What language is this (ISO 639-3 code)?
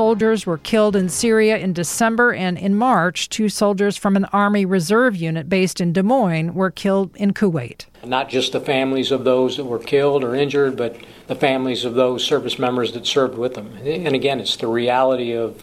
eng